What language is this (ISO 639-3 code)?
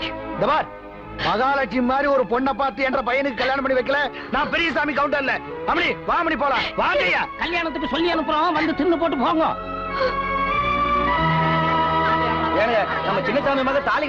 tam